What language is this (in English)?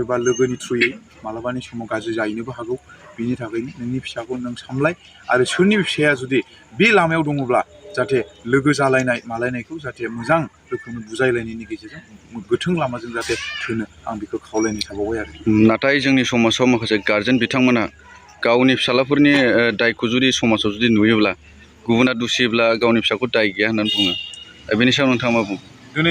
Bodo